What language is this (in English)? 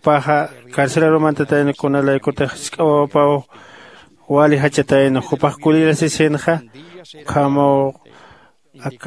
Aymara